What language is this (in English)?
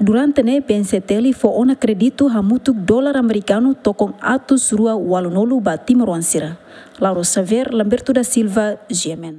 Tetum